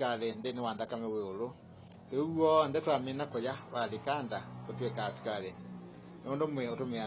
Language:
Kamba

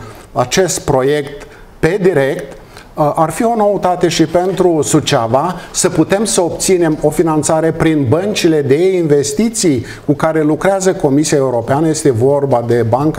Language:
Romanian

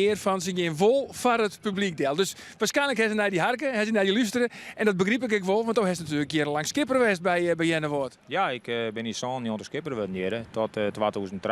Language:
Western Frisian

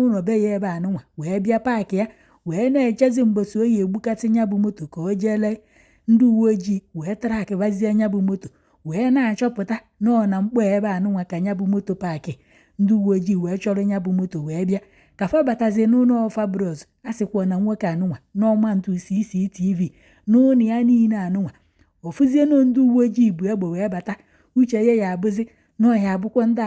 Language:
Igbo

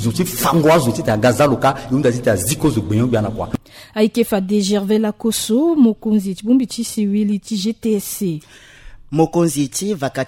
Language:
Sango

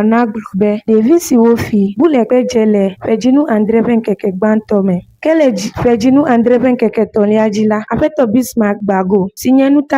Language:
Ewe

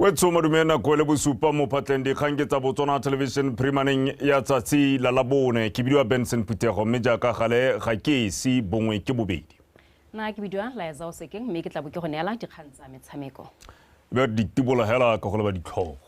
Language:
Tswana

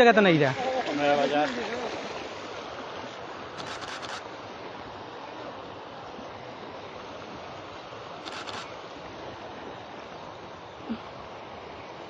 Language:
Bangla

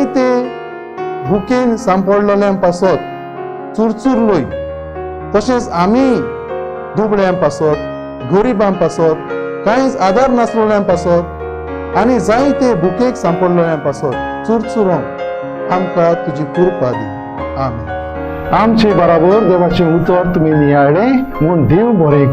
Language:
Konkani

